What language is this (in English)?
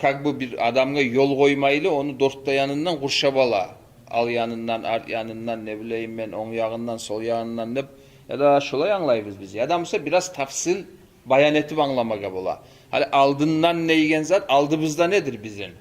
Kumyk